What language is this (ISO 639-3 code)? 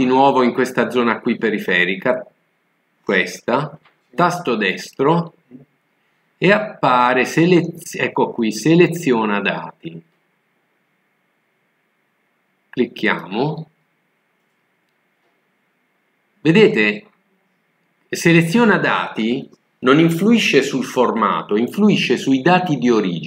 ita